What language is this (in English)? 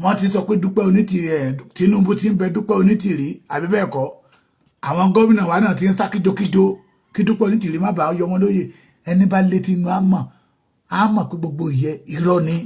Yoruba